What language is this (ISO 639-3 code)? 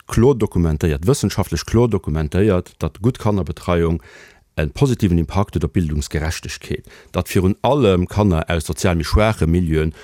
ltz